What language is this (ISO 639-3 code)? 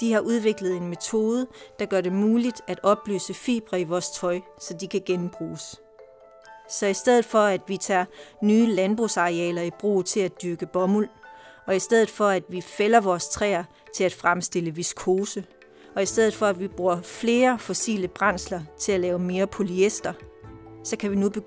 dan